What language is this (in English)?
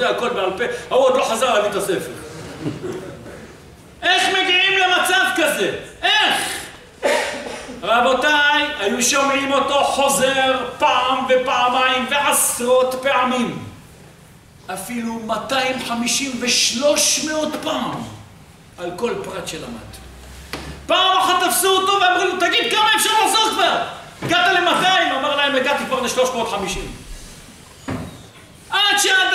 Hebrew